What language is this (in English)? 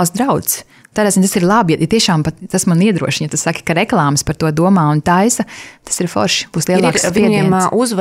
Latvian